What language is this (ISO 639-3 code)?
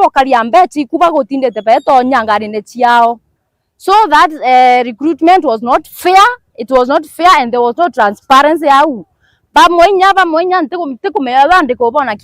mer